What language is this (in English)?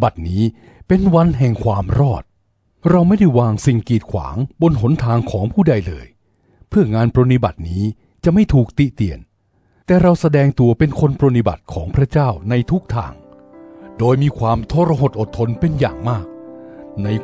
Thai